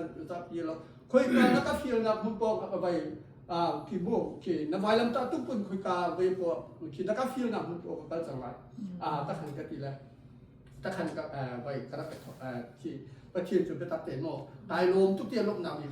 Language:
Hakha Chin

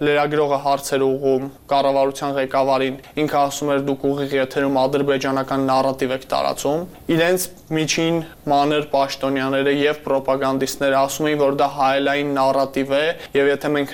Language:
Armenian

